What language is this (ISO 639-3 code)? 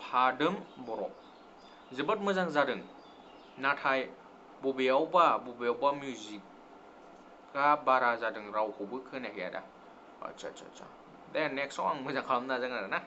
brx